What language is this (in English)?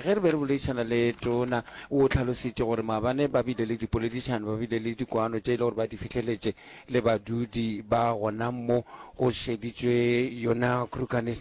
Northern Sotho